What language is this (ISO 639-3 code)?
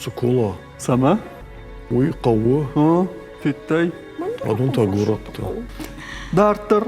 oss